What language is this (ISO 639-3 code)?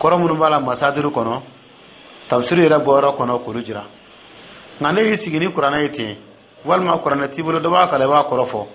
dyu